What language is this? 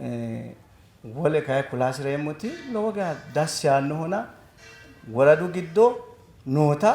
Sidamo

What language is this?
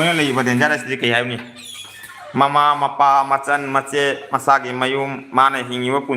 Manipuri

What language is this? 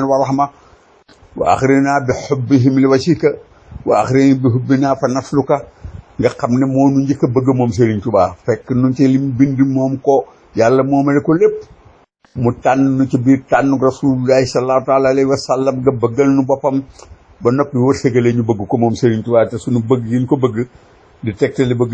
Wolof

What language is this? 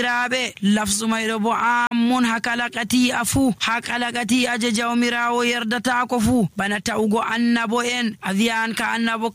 Nigerian Fulfulde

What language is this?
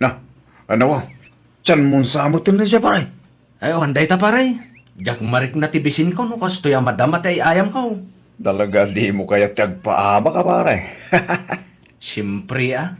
Iloko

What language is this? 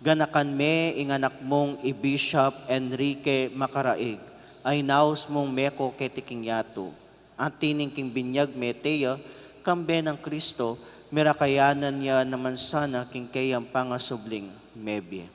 Pampanga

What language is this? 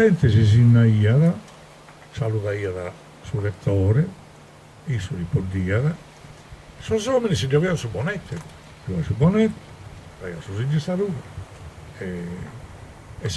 Sardinian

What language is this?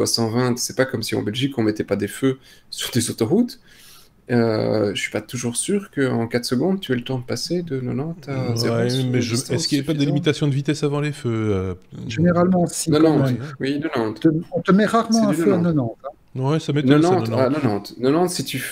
French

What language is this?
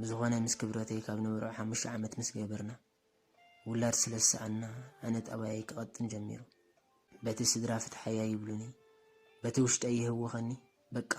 Tigrinya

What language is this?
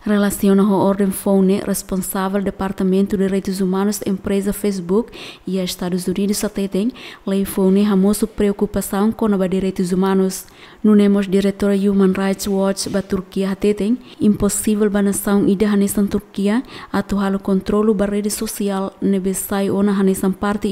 Tetum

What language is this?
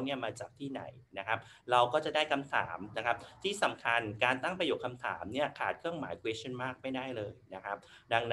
Thai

